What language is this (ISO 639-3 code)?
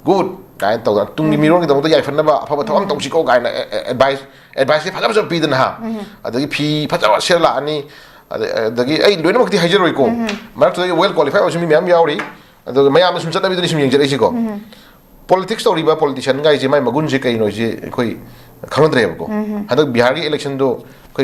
mni